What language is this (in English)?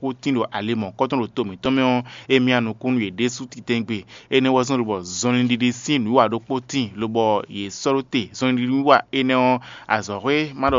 Fon